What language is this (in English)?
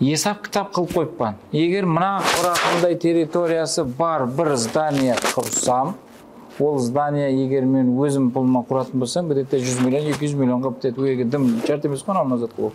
Kara-Kalpak